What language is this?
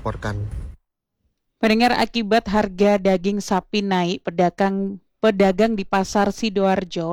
Indonesian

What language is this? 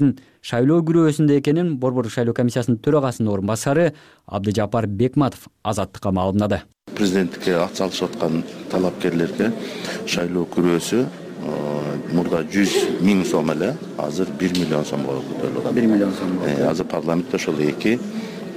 Kyrgyz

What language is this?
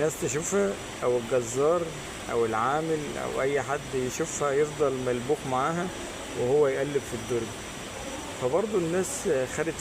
Egyptian Arabic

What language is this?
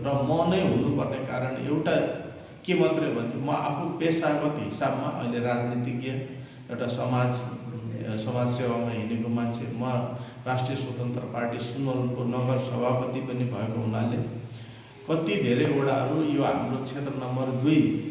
Nepali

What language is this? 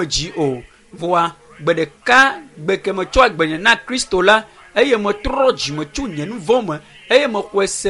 Ewe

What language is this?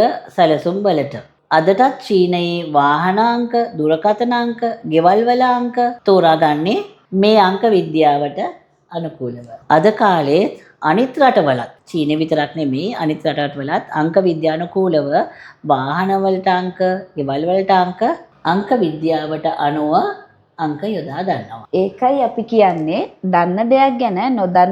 Sinhala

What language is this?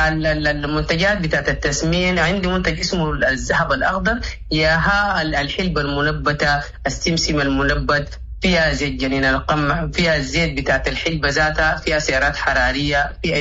Sudanese Arabic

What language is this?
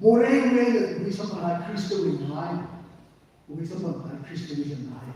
Tangkhul Naga (India)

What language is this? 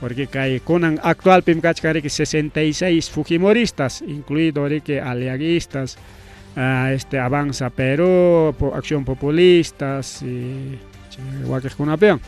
Ayacucho Quechua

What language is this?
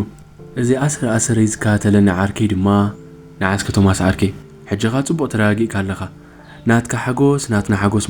Tigrinya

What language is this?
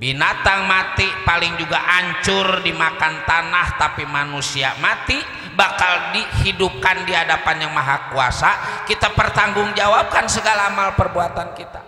Betawi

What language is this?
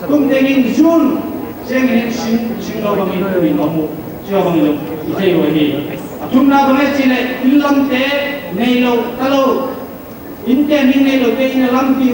Paite Chin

